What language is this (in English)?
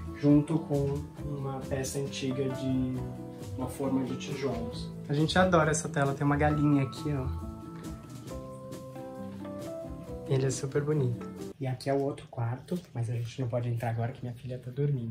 Portuguese